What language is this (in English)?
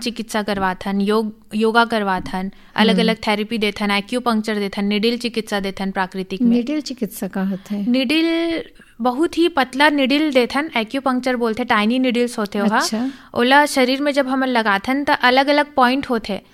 Hindi